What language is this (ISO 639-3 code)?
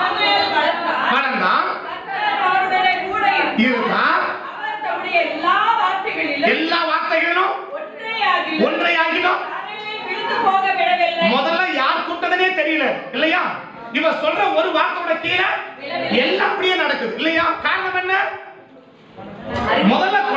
tam